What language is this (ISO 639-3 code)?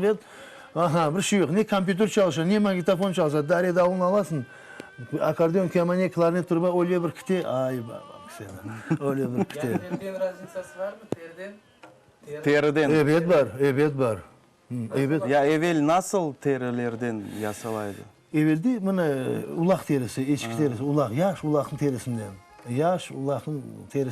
crh